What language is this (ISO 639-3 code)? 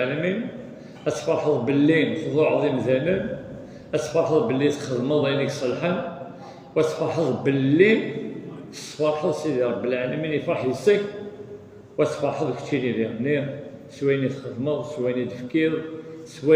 kab